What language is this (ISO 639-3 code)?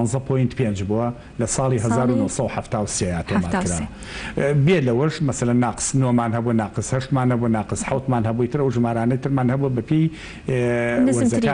ckb